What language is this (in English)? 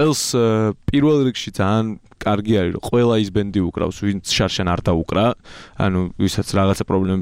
Georgian